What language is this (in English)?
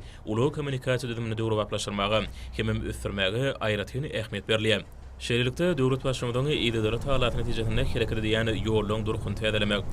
Turkmen